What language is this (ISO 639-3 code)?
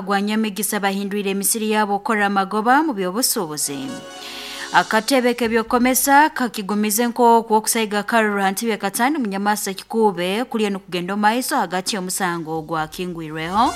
nyo